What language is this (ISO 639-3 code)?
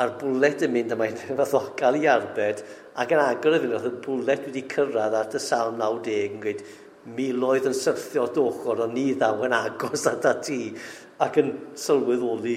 cym